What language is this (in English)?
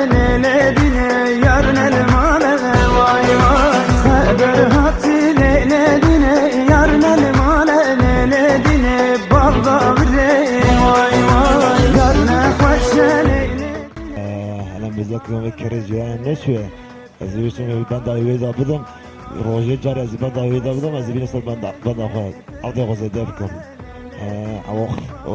Kurdish